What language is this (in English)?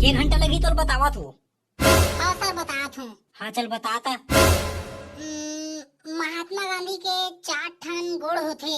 Chhattisgarhi